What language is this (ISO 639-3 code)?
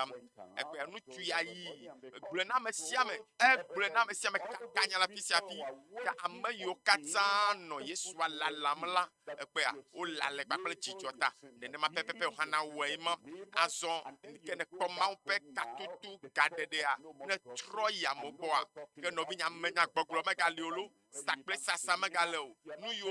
ewe